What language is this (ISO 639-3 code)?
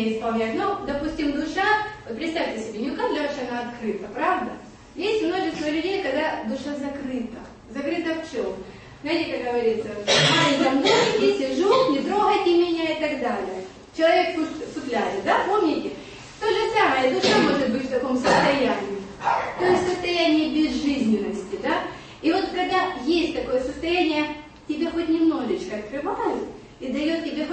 rus